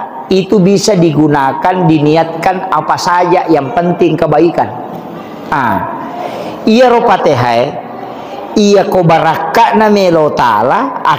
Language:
Buginese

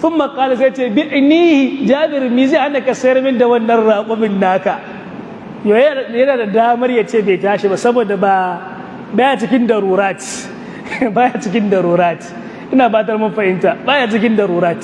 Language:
Hausa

